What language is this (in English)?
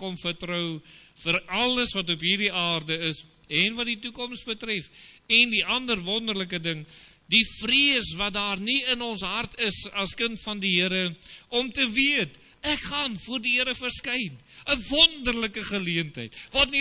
Afrikaans